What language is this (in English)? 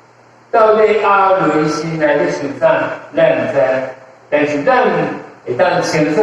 Min Nan Chinese